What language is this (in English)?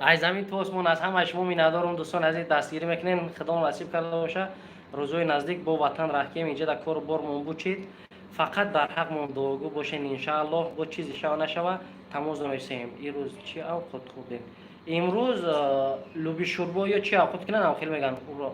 Tajik